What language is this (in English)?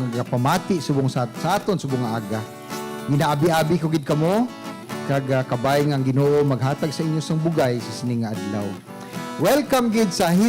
Hiligaynon